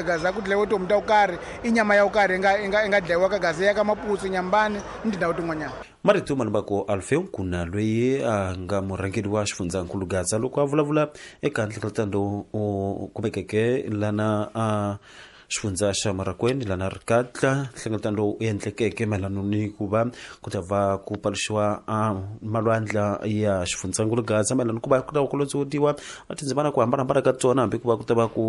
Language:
Tsonga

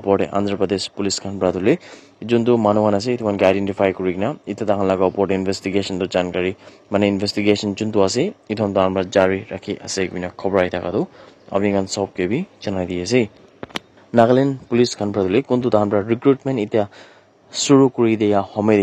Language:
Naga Pidgin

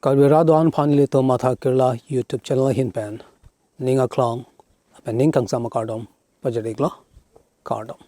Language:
Karbi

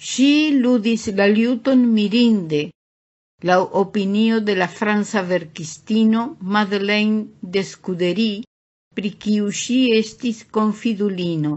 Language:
Esperanto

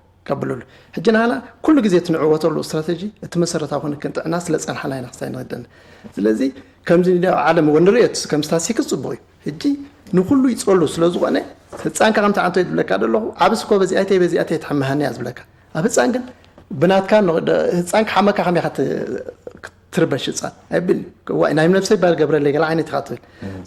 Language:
Tigrinya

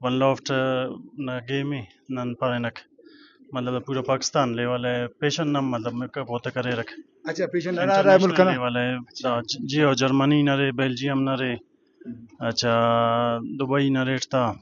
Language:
Brahui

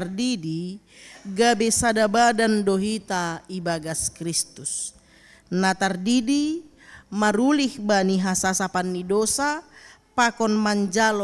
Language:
Batak Simalungun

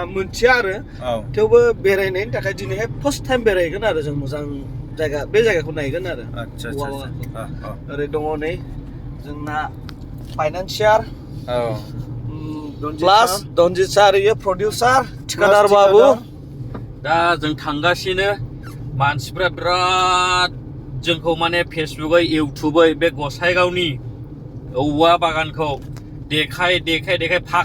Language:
Bodo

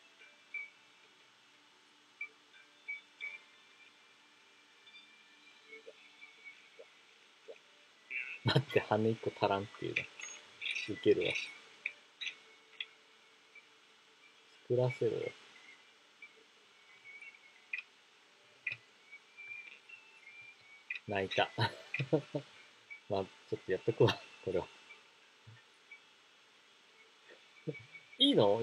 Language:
Japanese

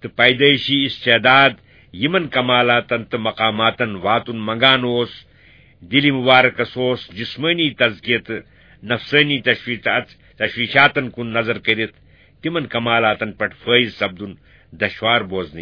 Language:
Kashmiri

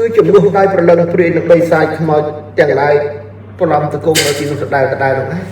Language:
Khmer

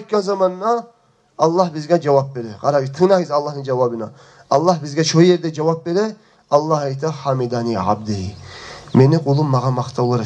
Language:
Kumyk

